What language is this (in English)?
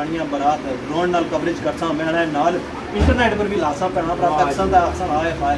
Pahari-Potwari